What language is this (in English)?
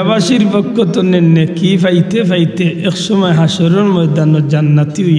Sylheti